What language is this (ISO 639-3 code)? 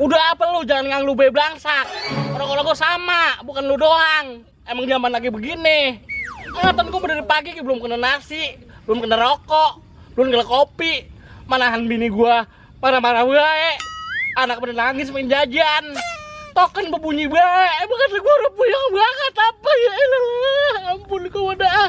bew